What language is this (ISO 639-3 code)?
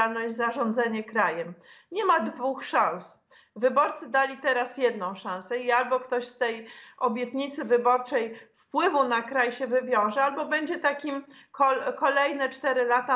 pol